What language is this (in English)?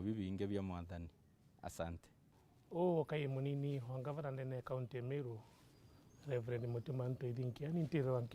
Meru